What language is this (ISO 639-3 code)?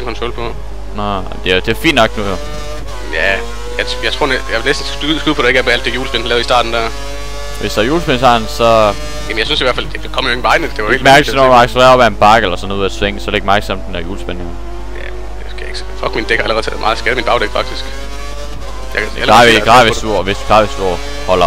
dan